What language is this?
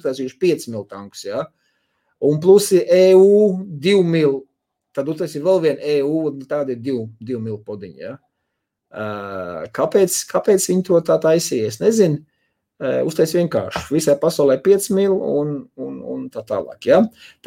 Latvian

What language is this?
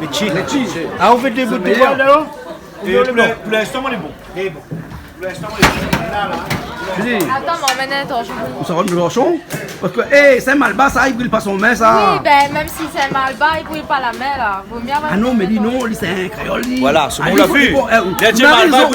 Réunion Creole French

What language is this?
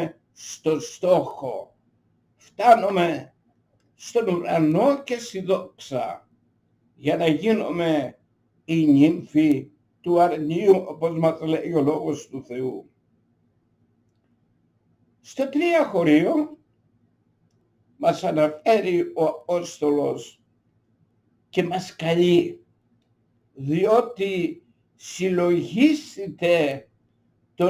Greek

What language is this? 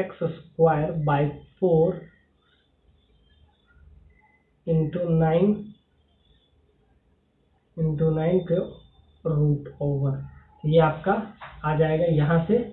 Hindi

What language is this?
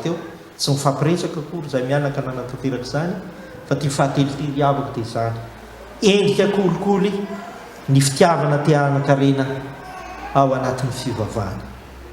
Malagasy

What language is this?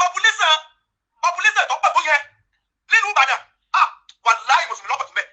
Yoruba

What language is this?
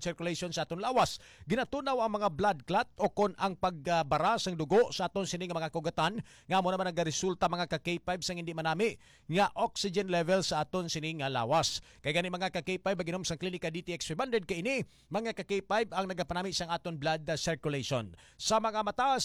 Hiligaynon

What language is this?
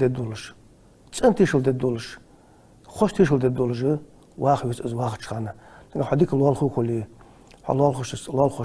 Ingush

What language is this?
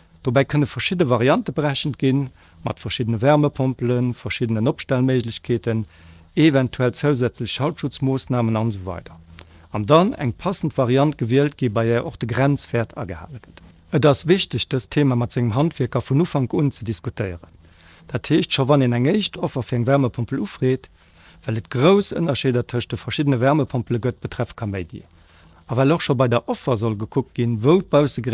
Luxembourgish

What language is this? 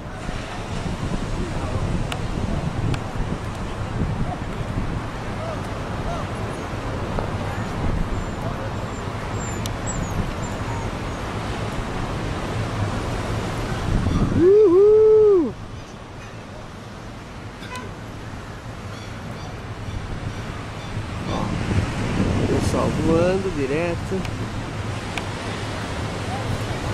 Portuguese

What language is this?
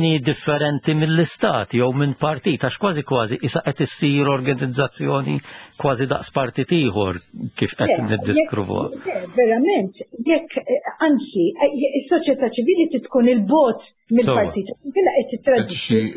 Maltese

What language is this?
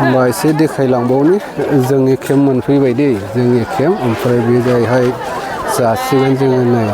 Bodo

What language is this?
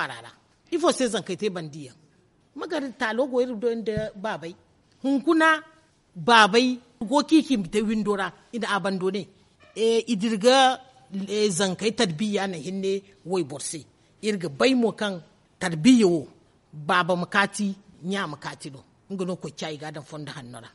Zarma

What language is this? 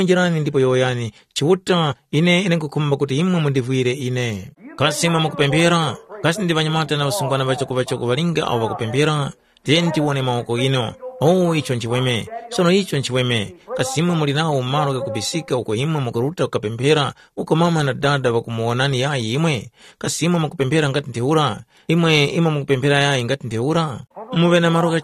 Tumbuka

